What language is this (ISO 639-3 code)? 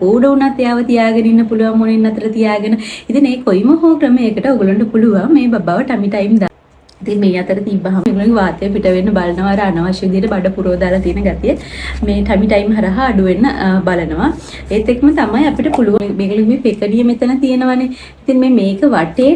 sin